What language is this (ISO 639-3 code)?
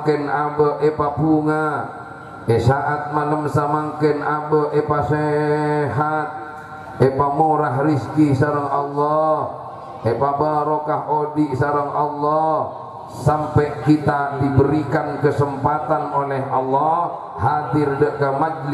mad